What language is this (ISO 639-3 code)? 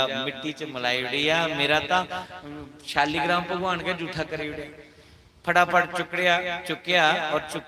doi